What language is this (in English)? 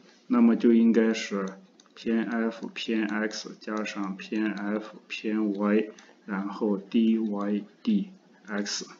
Chinese